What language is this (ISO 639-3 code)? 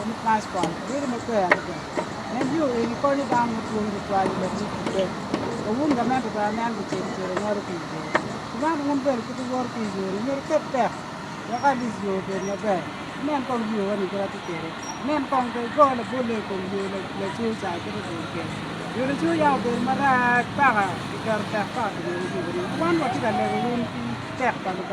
ach